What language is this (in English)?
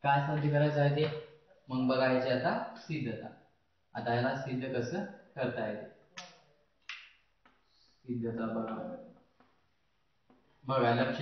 Marathi